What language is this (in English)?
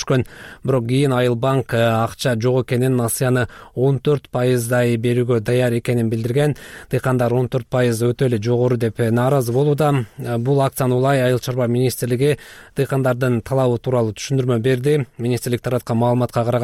Kyrgyz